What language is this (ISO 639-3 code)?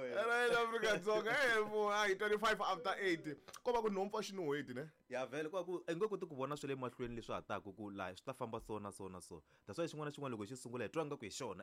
tso